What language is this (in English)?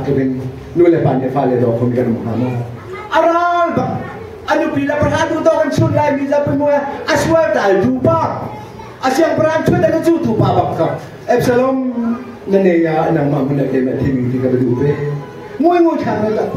Hakha Chin